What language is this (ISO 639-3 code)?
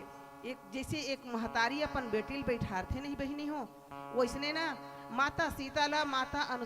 hne